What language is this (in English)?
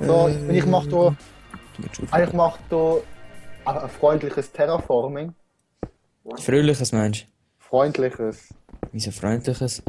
Swiss German